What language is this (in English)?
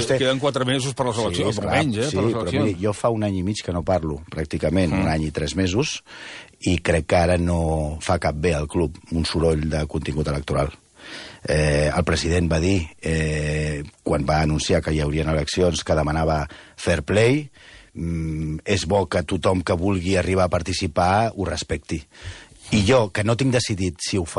Catalan